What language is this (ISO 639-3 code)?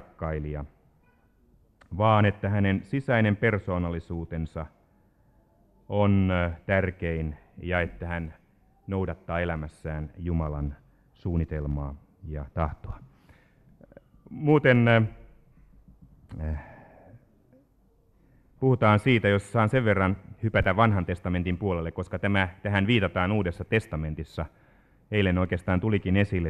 fin